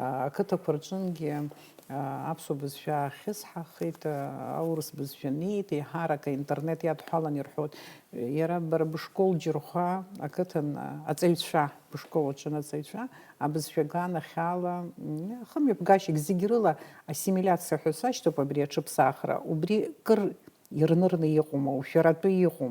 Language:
Abkhazian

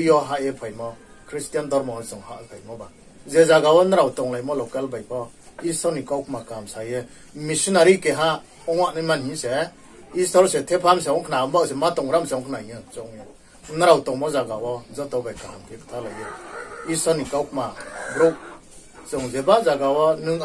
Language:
Riang (India)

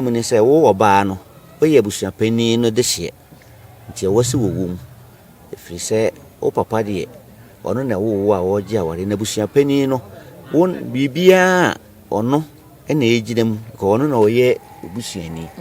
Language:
Akan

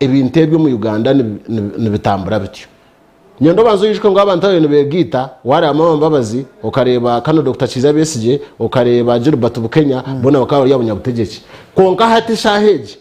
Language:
Nyankole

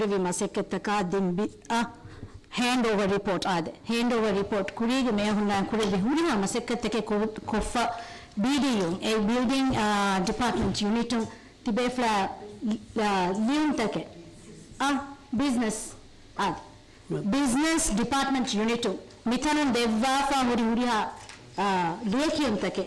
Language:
Divehi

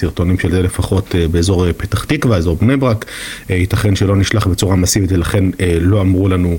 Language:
Hebrew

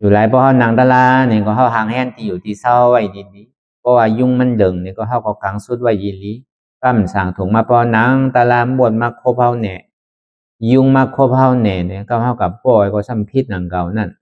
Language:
Shan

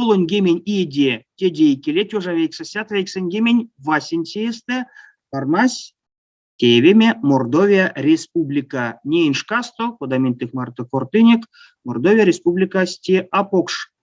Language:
Erzya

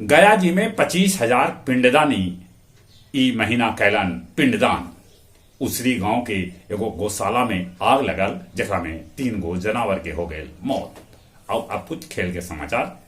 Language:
Magahi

